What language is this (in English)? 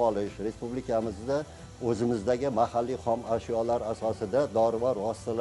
Uzbek